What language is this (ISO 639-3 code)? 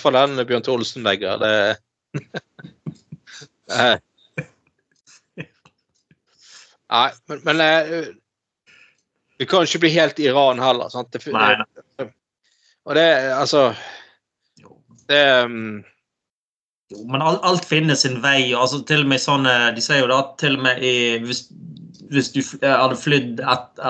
nor